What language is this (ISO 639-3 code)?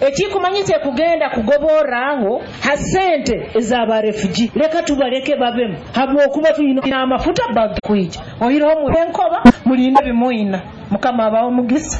nyo